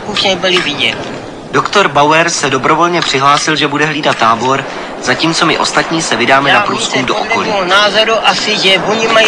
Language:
Czech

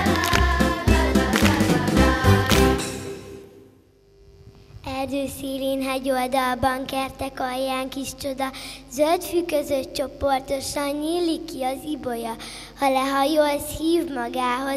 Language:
Hungarian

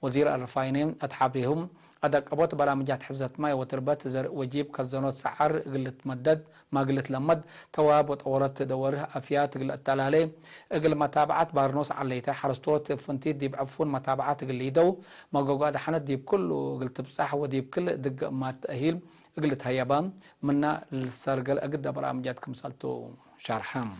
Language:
Tigre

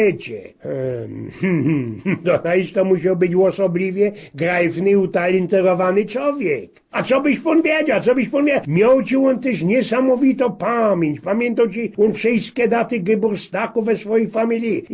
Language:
Silesian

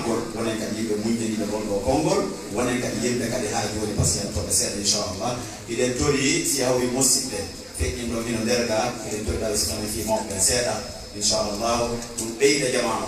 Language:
Fula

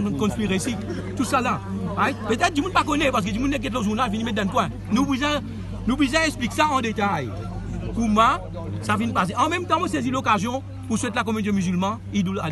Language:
Morisyen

